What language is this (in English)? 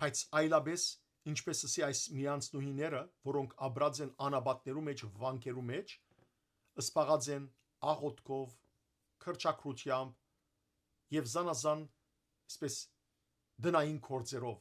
Western Armenian